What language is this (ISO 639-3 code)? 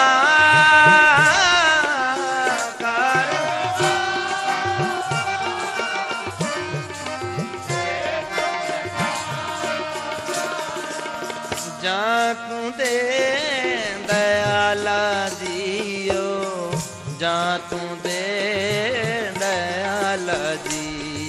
pan